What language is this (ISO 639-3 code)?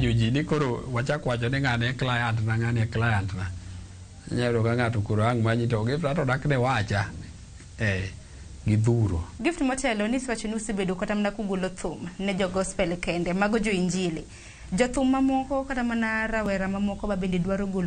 luo